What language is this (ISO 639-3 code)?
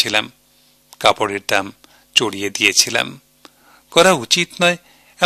ben